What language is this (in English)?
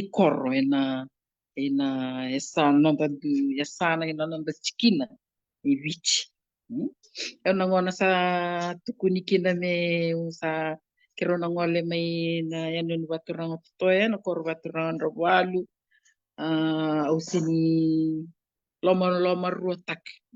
Fijian